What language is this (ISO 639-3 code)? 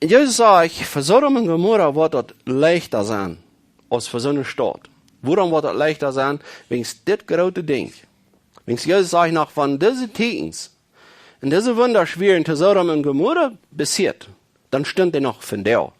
pdt